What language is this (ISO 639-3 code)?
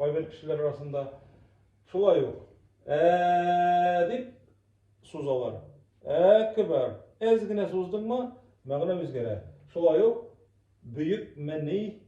tat